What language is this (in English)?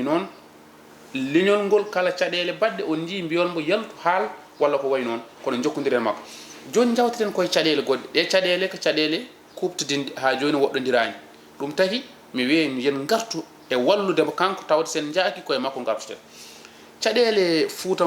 Fula